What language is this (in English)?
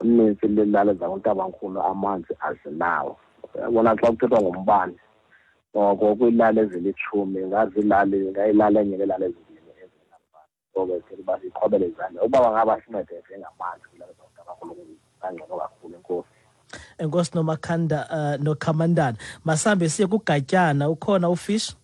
Xhosa